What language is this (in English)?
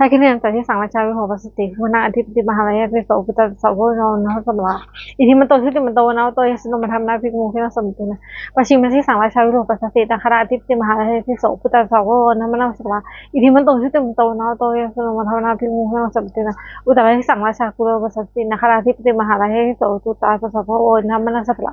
Pali